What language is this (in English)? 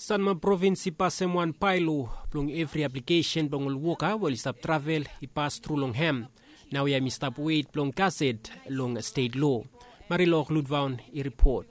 Bislama